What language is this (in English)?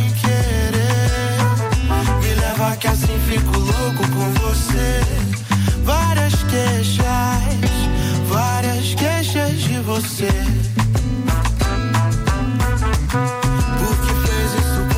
Portuguese